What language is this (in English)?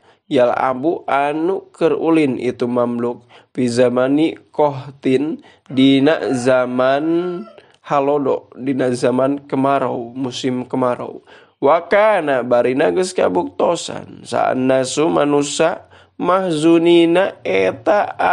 Sundanese